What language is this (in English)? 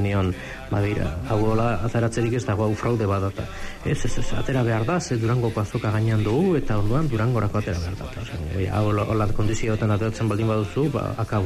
Basque